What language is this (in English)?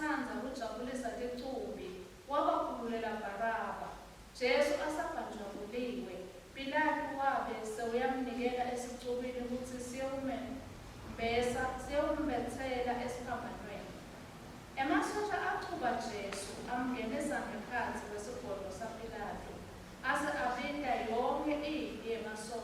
Swati